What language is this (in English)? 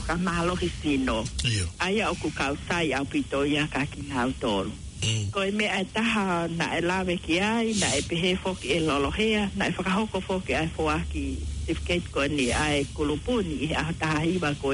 Tongan